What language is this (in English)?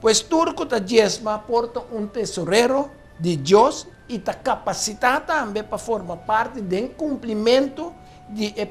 Papiamento